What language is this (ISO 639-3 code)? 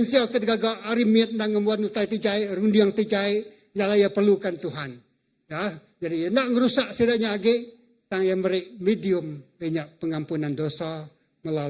iba